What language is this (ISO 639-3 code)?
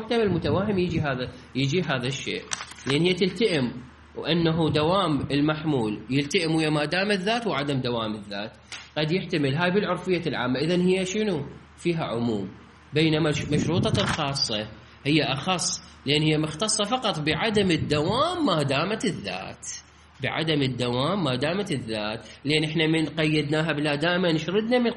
acm